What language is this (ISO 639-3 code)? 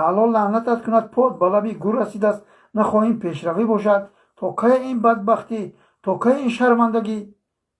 tgk